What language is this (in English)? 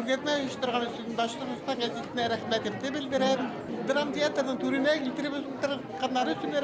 Bashkir